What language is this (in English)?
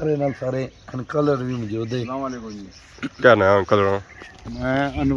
Pahari-Potwari